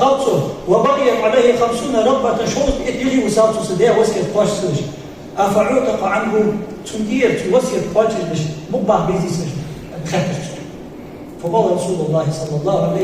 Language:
Ingush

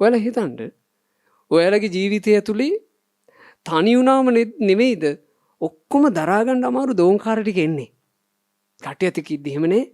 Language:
Sinhala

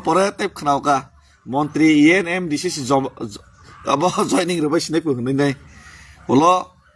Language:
Kok Borok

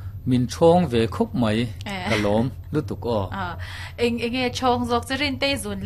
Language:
Mizo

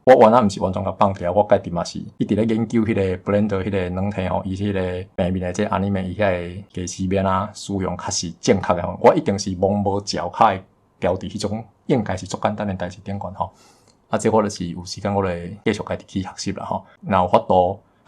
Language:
Min Nan Chinese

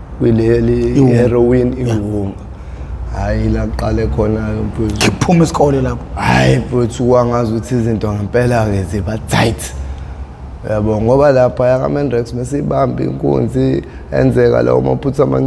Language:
Zulu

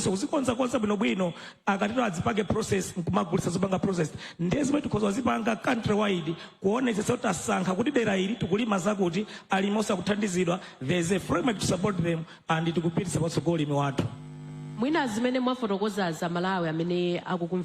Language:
Nyanja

